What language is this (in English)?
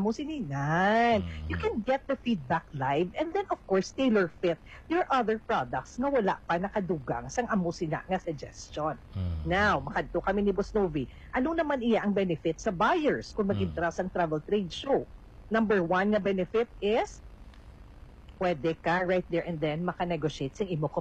Hiligaynon